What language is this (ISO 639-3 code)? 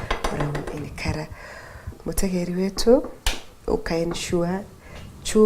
mer